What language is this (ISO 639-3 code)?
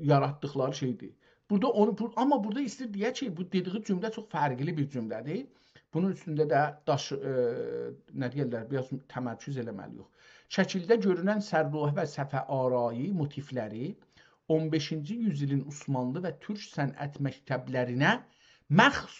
azb